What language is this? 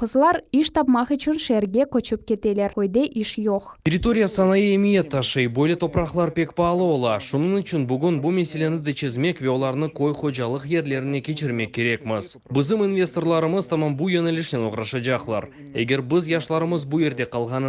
Crimean Tatar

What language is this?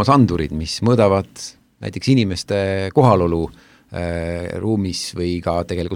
Estonian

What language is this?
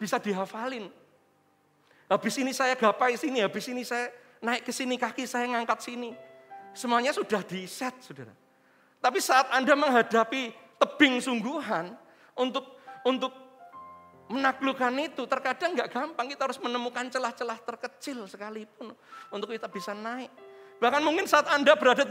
Indonesian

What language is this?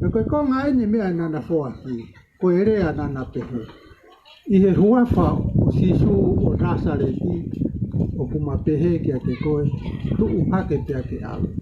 Tongan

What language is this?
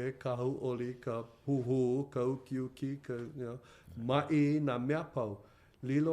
Hawaiian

